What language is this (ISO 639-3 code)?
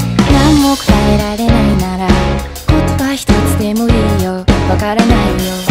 jpn